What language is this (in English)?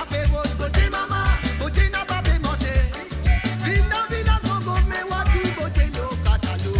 Morisyen